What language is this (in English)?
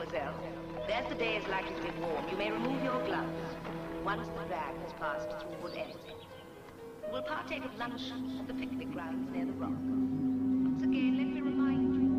English